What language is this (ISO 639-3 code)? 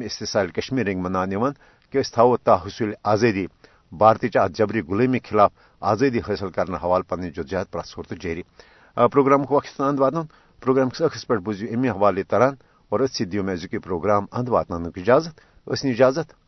kas